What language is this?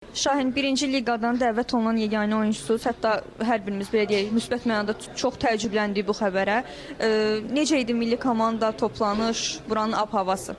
Azerbaijani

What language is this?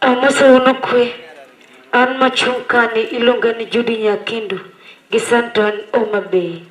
Luo (Kenya and Tanzania)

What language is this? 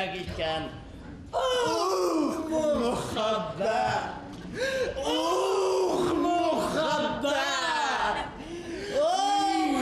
Bashkir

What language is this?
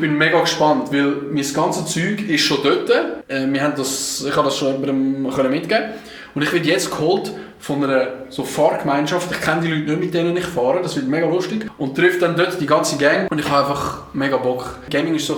Swiss German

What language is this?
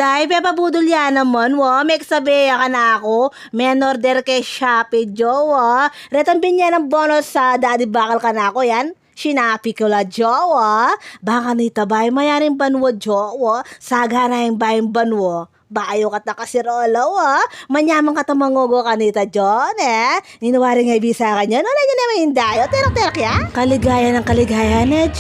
Pampanga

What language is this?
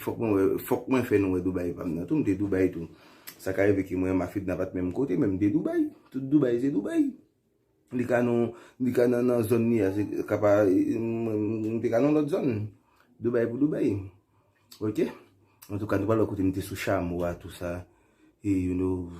Haitian Creole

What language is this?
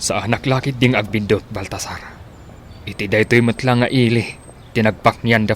Iloko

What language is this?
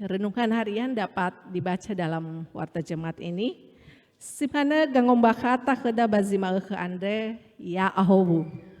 Nias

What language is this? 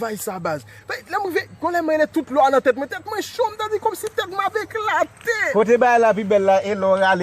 Haitian Creole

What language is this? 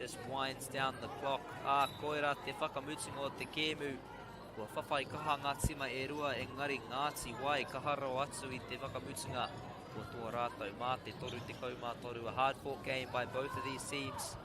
Māori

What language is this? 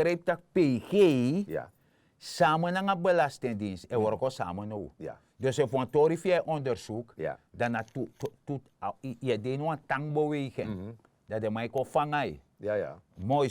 Sranan Tongo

